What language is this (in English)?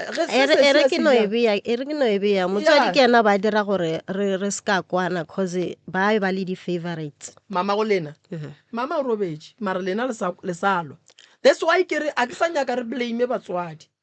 Northern Sotho